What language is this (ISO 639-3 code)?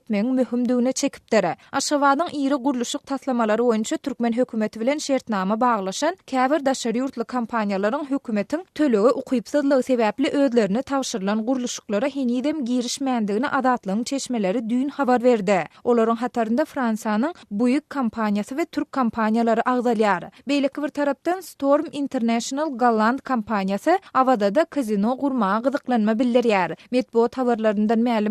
tuk